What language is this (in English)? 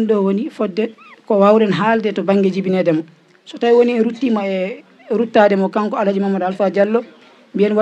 Fula